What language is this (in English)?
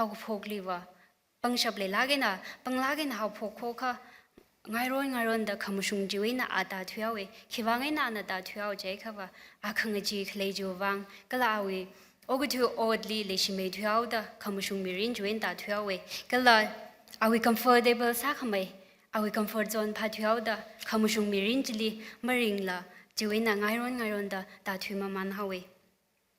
Tangkhul Naga (India)